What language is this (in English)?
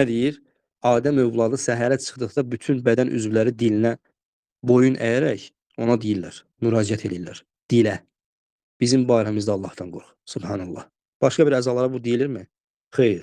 Azerbaijani